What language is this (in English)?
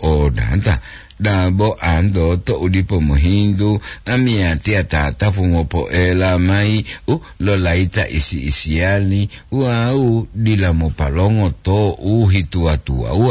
Gorontalo